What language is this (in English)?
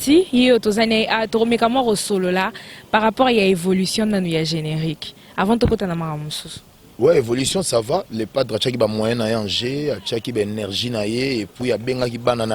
Lingala